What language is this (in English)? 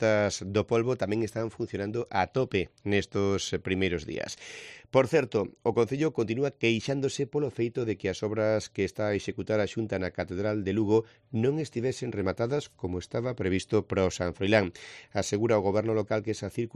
Galician